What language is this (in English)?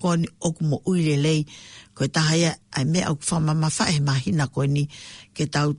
Tongan